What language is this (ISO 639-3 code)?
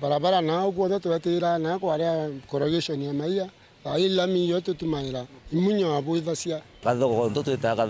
mer